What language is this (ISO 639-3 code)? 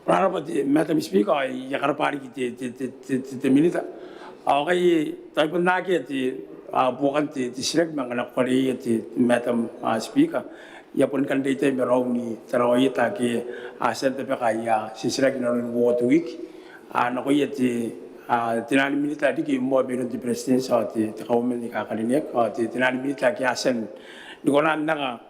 gil